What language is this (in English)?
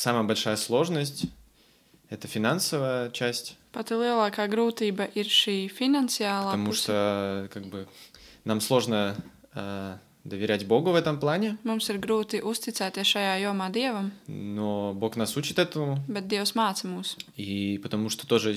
Latvian